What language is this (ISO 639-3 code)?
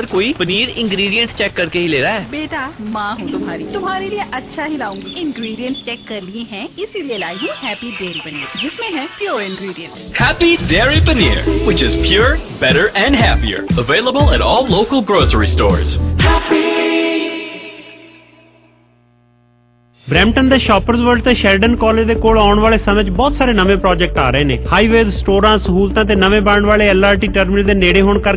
pan